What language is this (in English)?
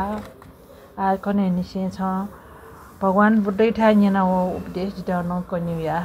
Newari